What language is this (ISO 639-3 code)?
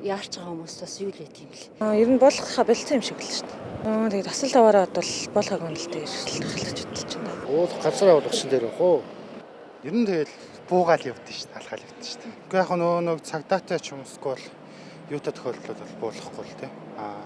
mon